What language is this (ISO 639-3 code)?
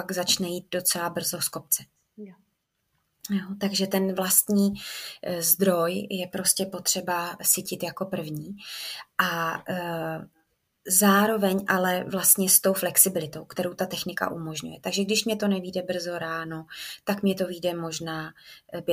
ces